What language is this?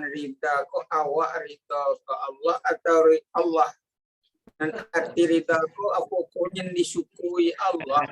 Minangkabau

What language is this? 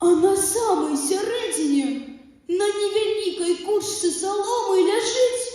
Belarusian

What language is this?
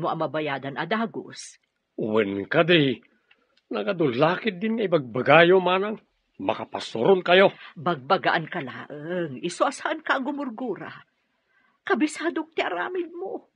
Iloko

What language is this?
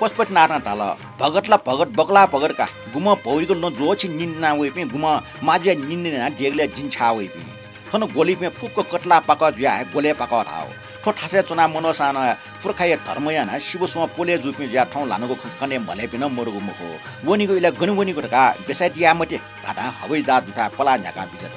Newari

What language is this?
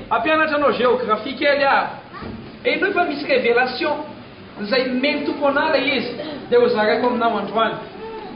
Malagasy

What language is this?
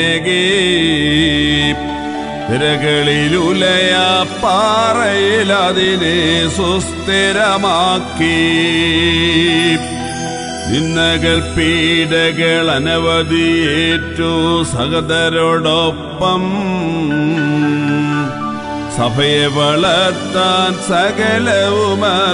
Malayalam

